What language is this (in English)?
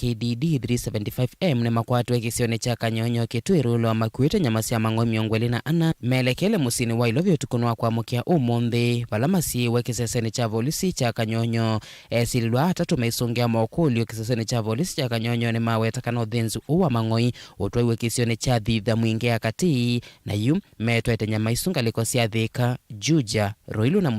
Kamba